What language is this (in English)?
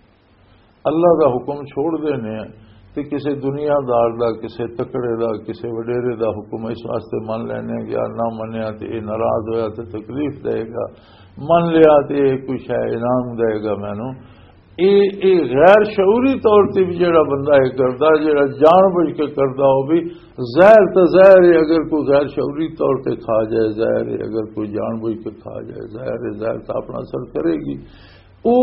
Western Panjabi